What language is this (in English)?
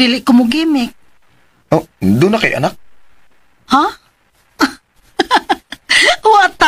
Cebuano